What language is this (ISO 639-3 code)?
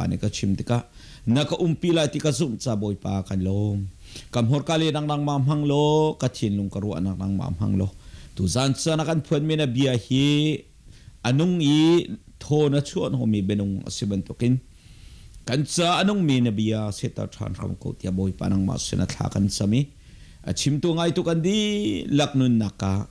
cnh